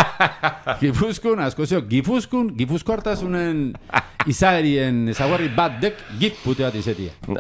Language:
Basque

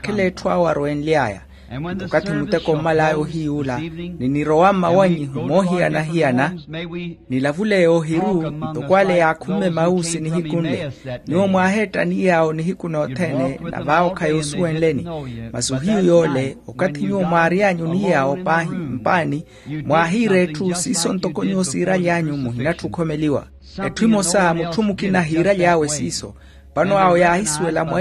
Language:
Makhuwa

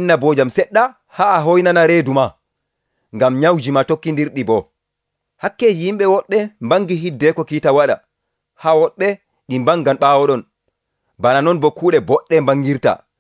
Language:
Nigerian Fulfulde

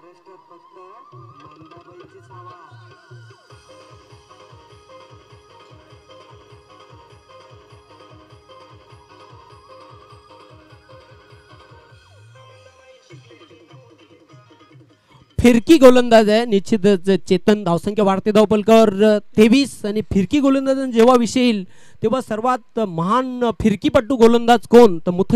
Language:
Marathi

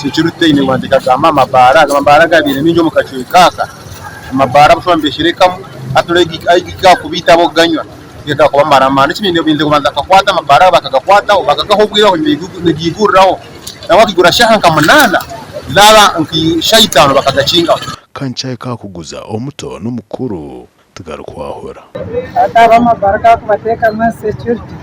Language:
Nyankole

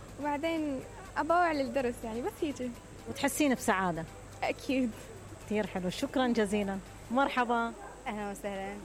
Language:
Mesopotamian Arabic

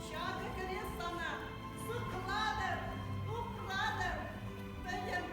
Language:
Chuvash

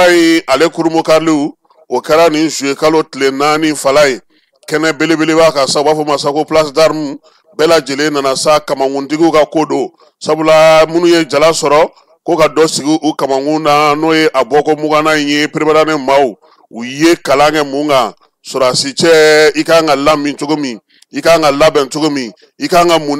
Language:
Bambara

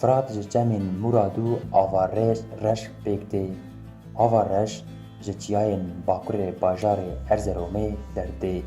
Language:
Kurdish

